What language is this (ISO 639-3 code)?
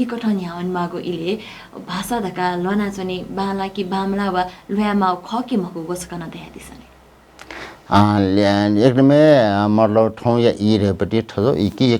new